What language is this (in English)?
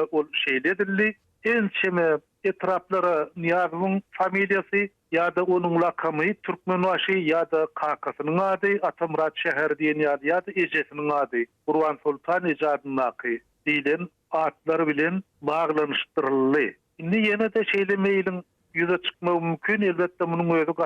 Turkmen